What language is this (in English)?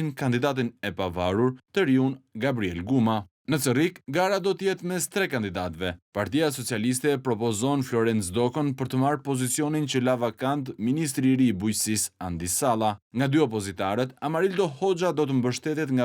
Albanian